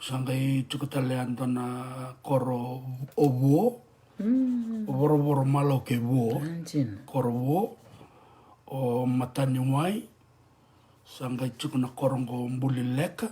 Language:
Fijian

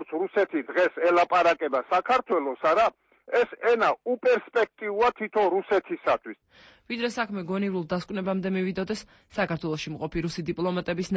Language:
Georgian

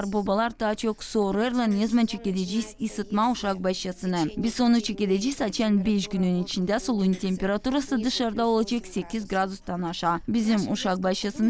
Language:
Gagauz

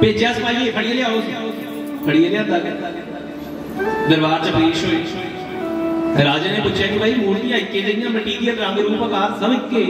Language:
Dogri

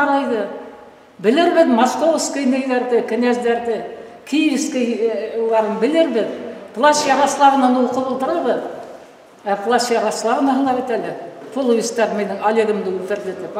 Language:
Bashkir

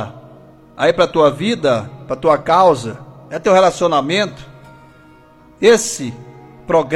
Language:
Portuguese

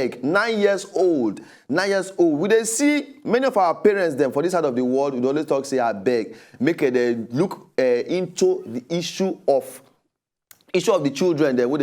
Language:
Nigerian Pidgin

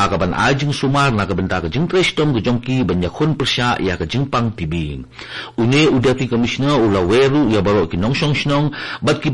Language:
Khasi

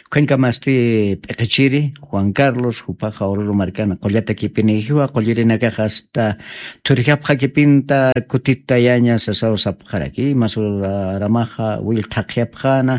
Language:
Aymara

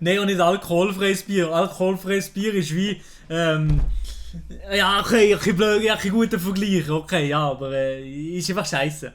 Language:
Swiss German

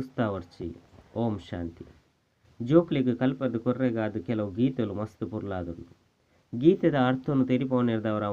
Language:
Tulu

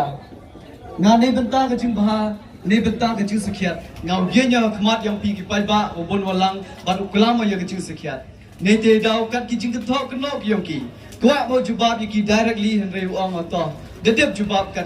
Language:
Pnar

